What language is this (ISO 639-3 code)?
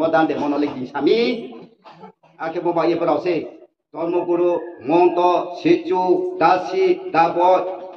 ria